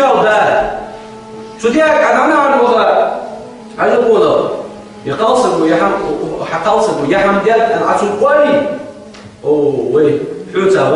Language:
Ingush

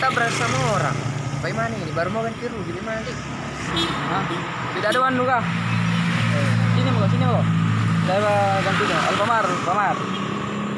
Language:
Makassar Malay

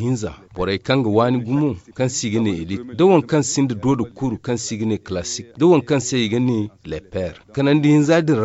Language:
Zarma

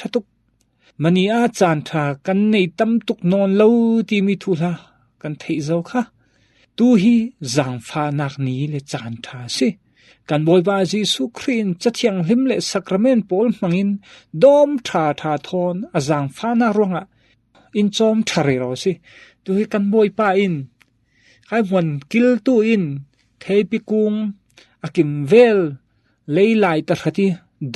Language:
Falam Chin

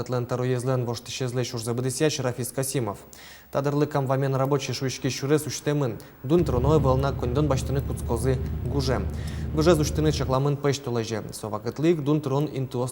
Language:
Udmurt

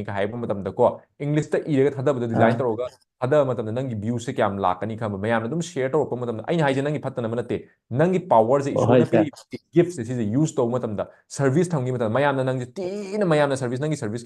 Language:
Manipuri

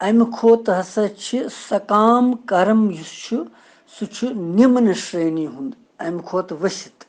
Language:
Kashmiri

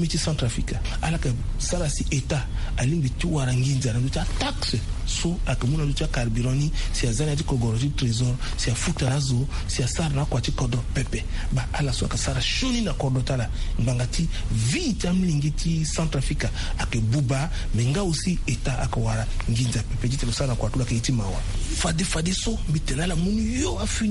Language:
Sango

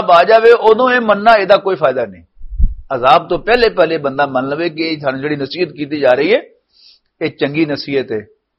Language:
Western Panjabi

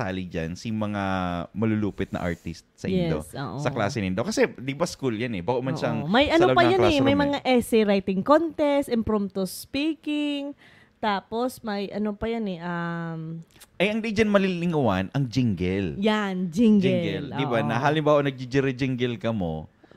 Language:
Bikol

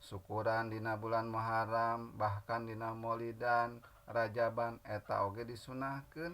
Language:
Sundanese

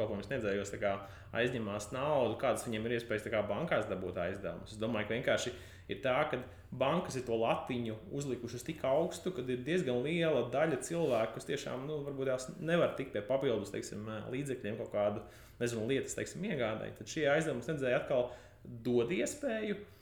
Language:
Latvian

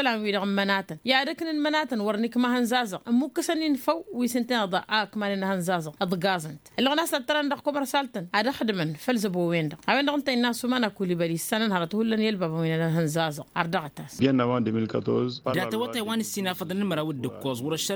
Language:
Tamasheq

